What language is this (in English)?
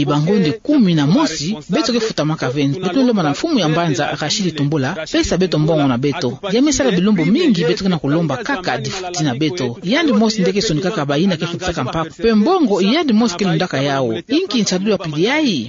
Kituba (Democratic Republic of Congo)